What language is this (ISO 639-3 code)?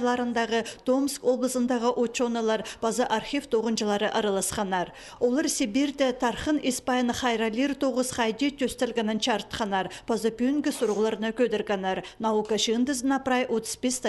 kjh